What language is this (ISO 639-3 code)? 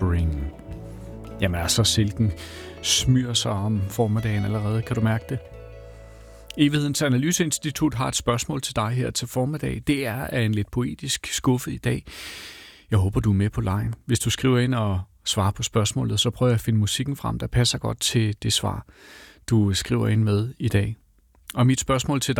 dan